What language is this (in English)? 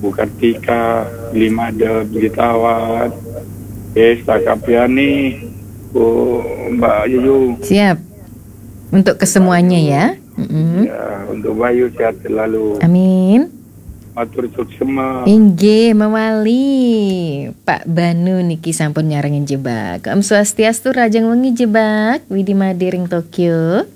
Balinese